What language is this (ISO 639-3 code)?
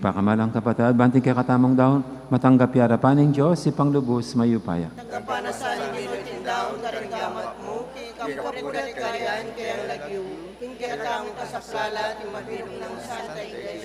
pam